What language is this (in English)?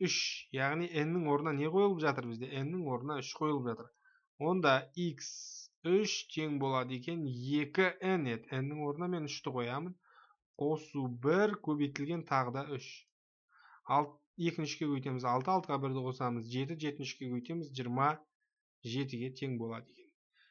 Kazakh